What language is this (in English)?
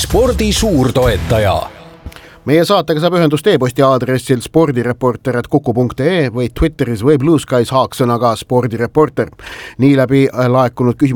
Estonian